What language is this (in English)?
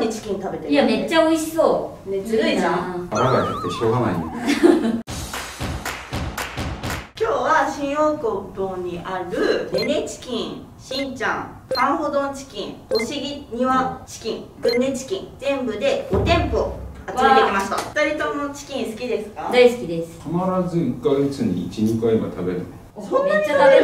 Japanese